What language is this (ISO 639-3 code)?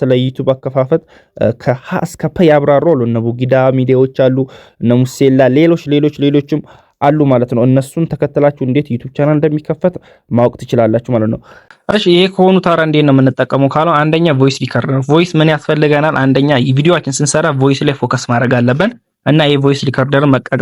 amh